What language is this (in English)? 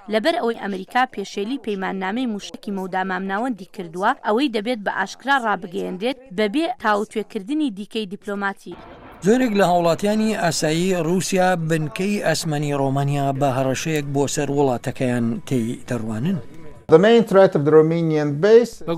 Central Kurdish